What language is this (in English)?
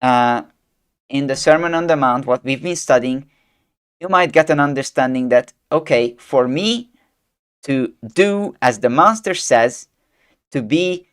English